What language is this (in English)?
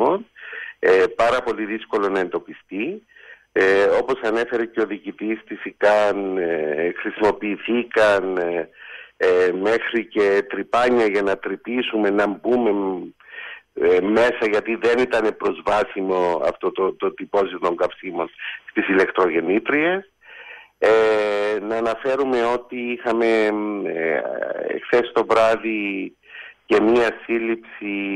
Greek